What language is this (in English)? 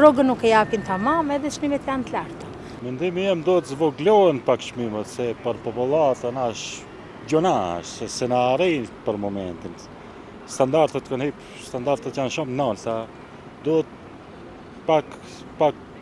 Albanian